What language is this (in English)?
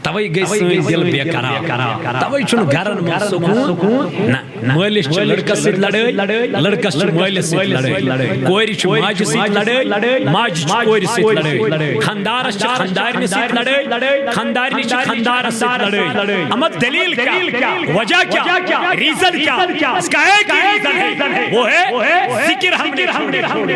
Kashmiri